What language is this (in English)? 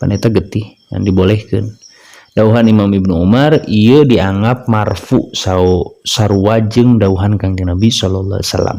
Sundanese